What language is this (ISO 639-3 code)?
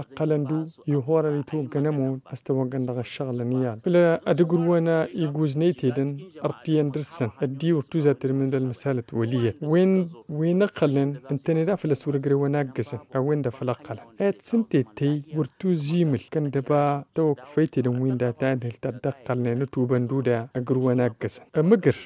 taq